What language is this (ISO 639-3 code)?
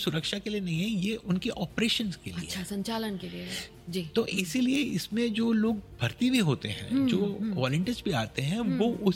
hin